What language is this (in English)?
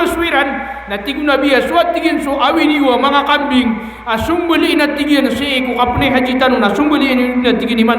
Maranao